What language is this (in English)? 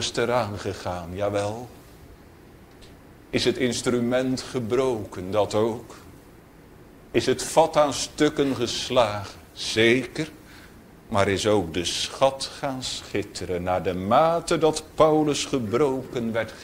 Dutch